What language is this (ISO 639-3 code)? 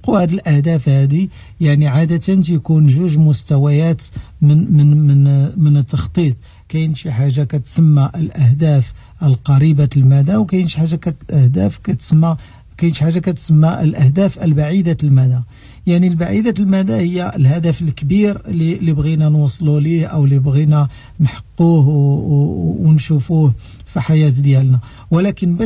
ary